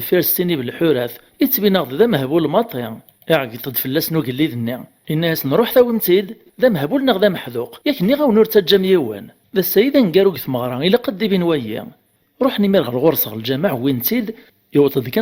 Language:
Kabyle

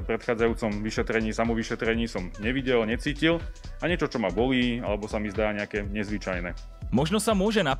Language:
Slovak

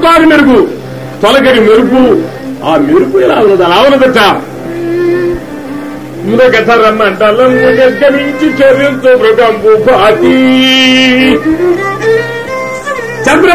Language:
Telugu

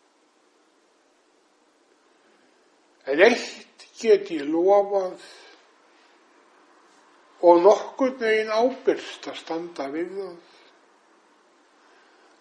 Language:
Icelandic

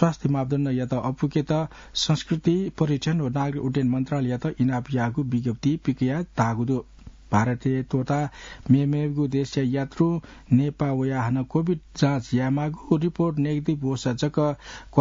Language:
Newari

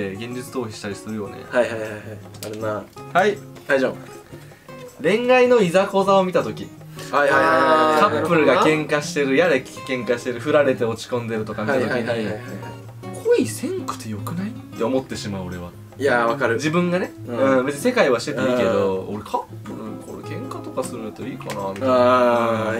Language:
Japanese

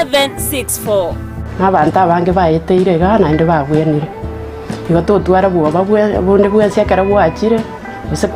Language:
Gusii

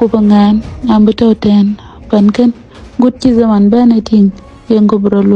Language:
Dinka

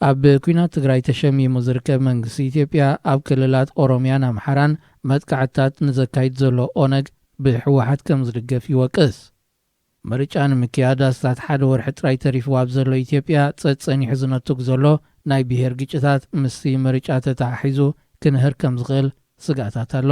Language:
Tigrinya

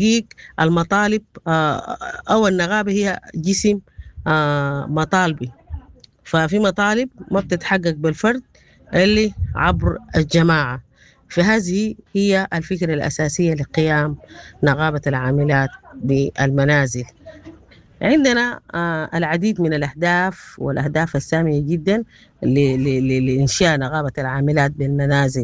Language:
Sudanese Arabic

